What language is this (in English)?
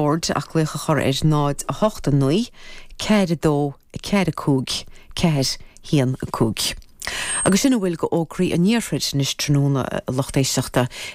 Irish